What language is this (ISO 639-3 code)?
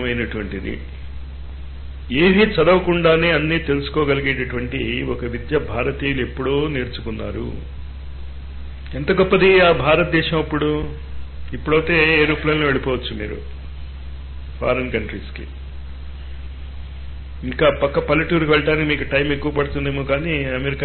tel